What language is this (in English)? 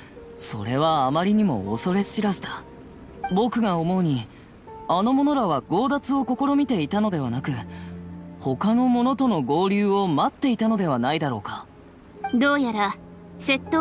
Japanese